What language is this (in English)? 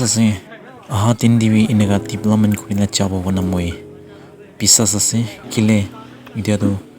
Naga Pidgin